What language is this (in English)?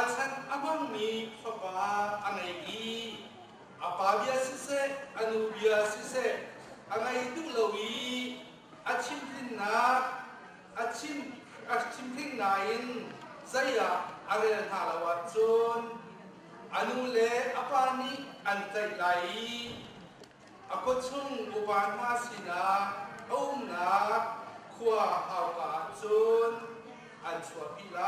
Hakha Chin